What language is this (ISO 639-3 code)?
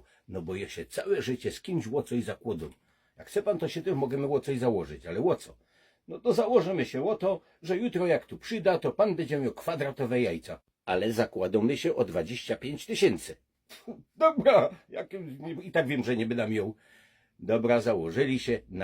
szl